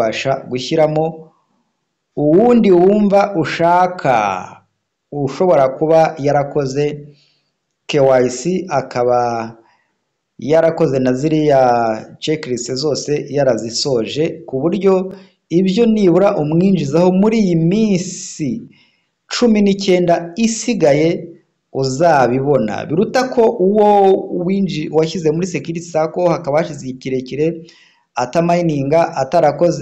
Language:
Kinyarwanda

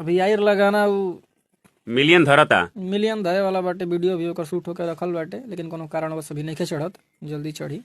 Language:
Bhojpuri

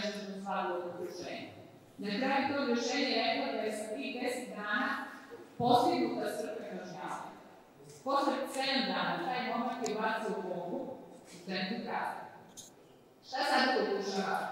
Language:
Serbian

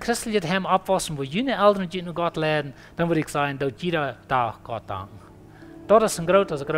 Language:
Plautdietsch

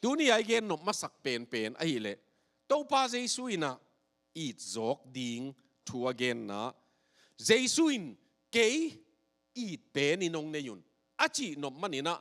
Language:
Tedim Chin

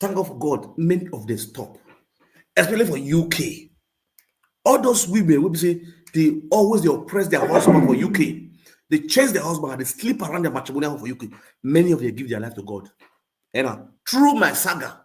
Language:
Nigerian Pidgin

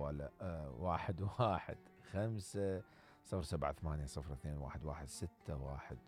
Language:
Mesopotamian Arabic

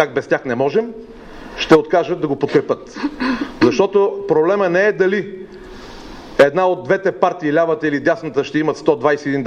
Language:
Bulgarian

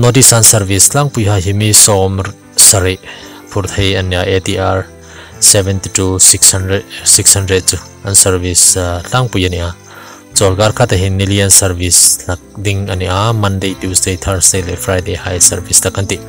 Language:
Hmar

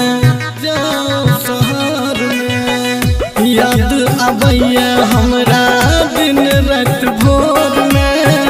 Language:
Bhojpuri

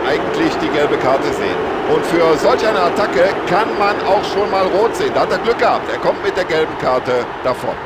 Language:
Bavarian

